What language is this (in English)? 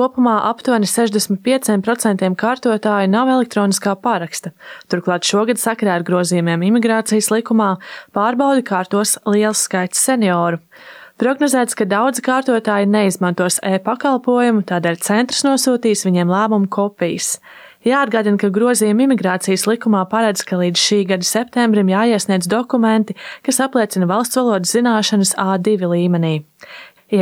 Latvian